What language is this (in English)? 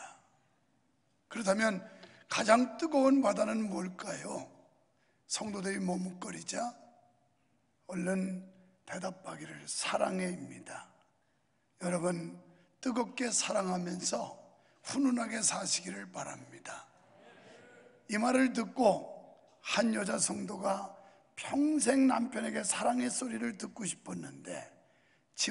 Korean